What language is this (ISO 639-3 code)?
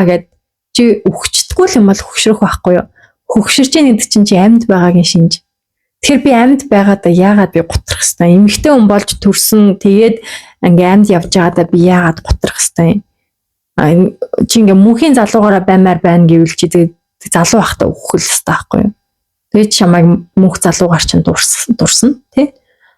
mon